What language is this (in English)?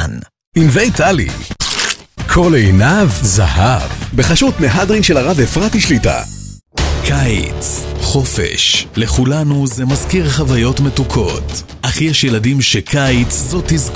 Hebrew